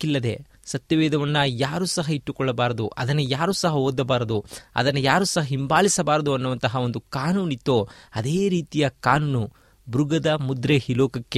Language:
Kannada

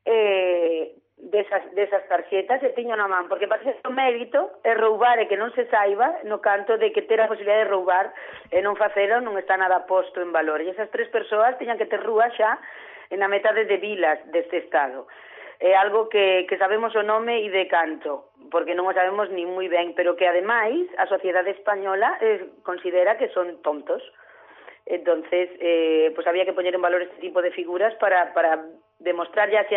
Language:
Galician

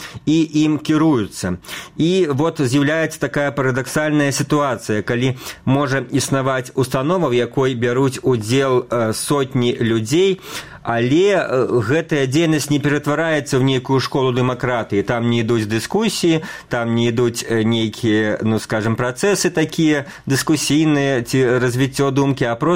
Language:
Belarusian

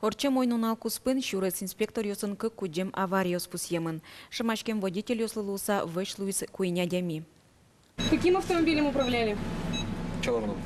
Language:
Udmurt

